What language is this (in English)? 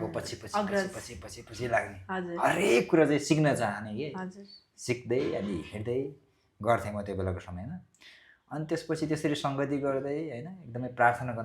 Nepali